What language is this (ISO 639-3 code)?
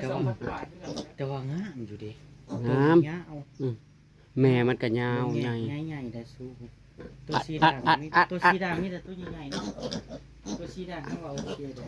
tts